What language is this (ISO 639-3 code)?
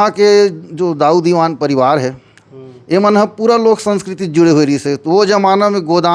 hne